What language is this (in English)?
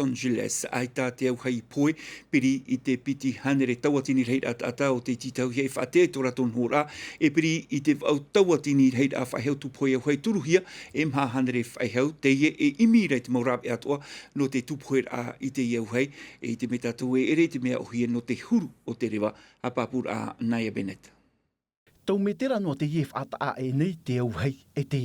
Tahitian